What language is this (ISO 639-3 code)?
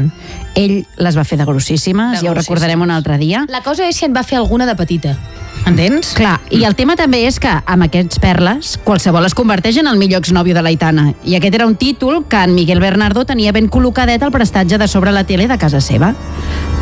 cat